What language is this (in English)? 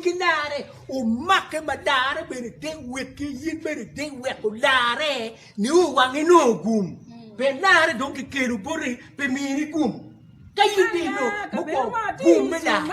Acoli